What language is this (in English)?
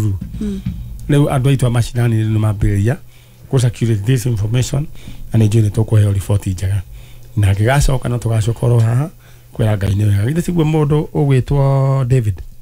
Kikuyu